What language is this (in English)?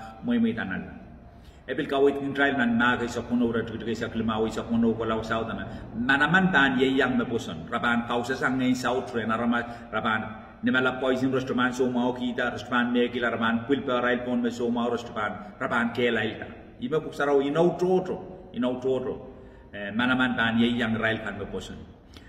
Pohnpeian